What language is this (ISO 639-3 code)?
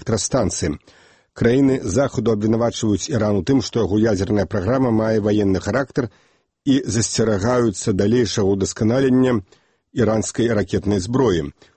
bel